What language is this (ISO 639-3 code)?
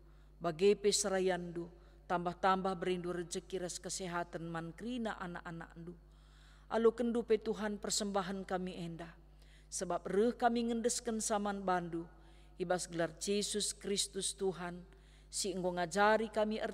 btx